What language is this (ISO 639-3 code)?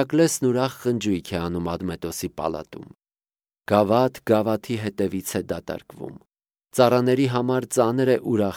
hye